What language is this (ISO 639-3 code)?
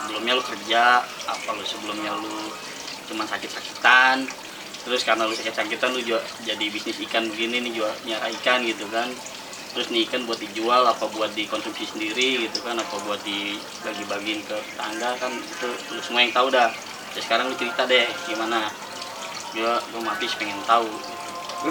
bew